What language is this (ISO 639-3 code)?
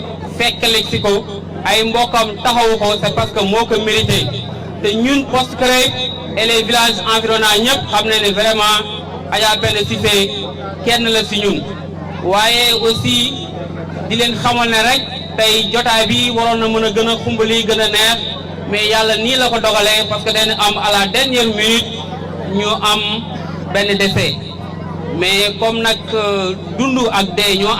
wol